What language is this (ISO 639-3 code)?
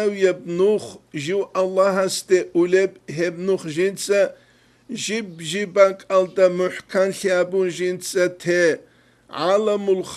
ava